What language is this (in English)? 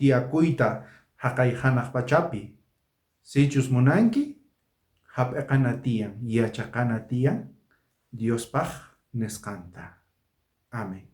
South Bolivian Quechua